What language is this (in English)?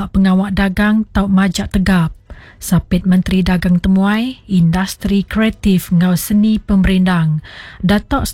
Iban